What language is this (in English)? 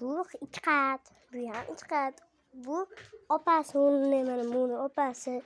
Uzbek